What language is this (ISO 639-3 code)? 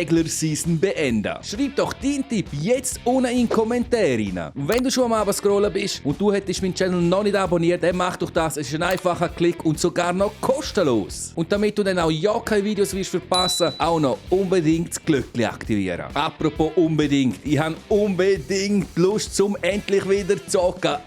gsw